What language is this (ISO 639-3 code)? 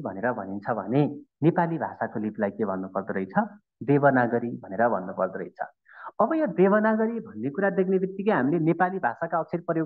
nep